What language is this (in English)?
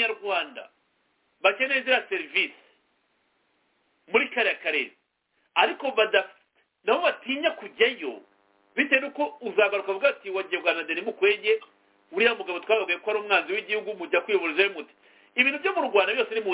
Kinyarwanda